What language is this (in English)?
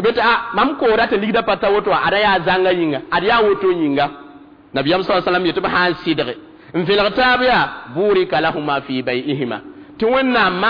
Mossi